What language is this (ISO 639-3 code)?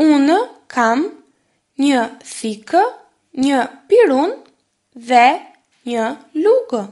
sqi